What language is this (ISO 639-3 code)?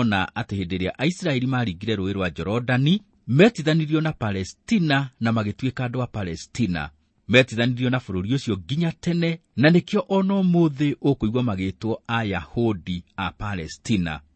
kik